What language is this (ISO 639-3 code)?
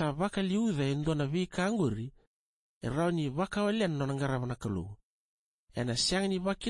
fij